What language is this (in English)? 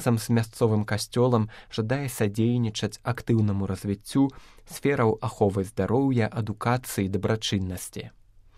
Belarusian